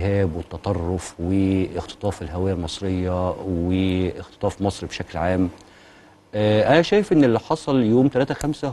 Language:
Egyptian Arabic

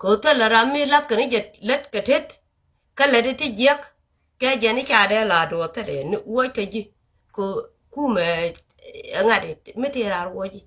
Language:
Nuer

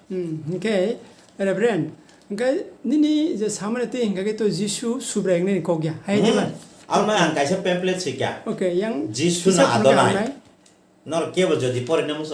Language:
Kok Borok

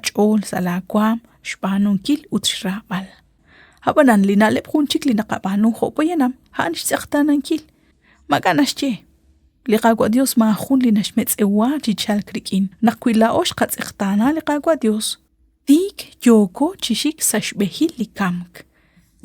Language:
Kekchí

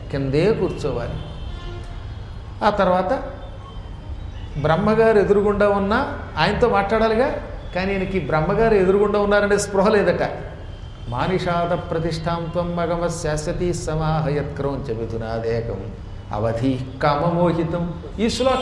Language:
Telugu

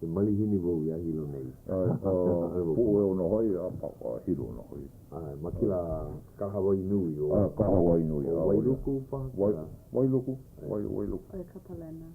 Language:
Hawaiian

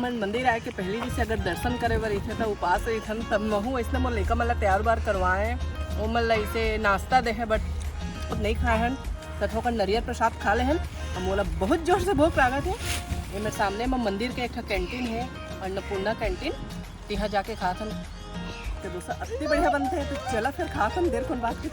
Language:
Chhattisgarhi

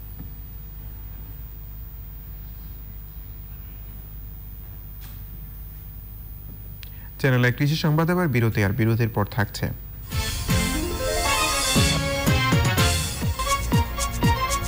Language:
Bangla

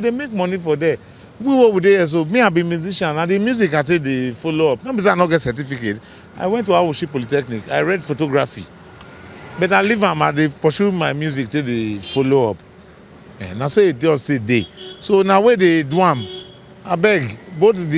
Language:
Nigerian Pidgin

